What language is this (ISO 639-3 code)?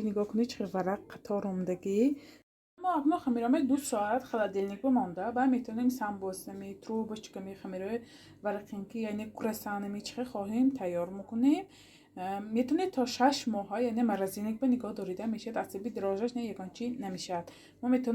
tgk